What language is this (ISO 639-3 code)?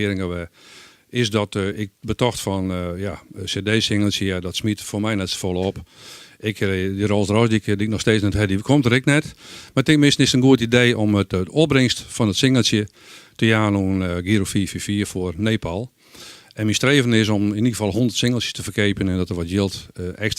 fry